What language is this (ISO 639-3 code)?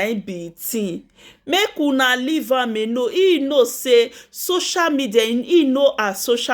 pcm